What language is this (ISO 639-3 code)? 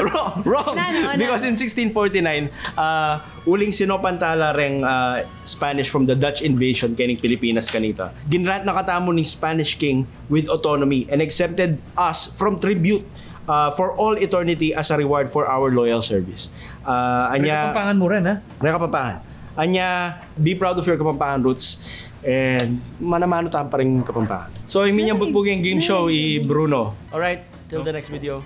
pam